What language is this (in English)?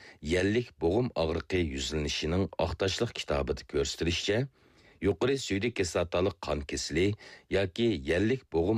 Uyghur